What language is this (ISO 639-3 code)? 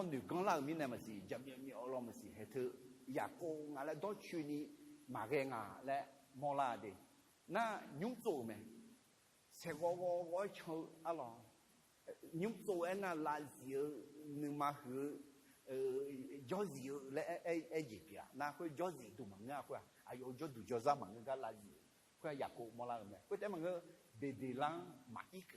ahk